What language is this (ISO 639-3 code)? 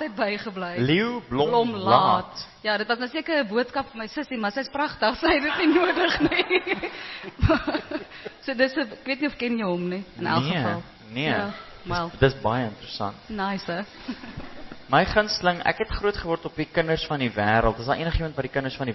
afr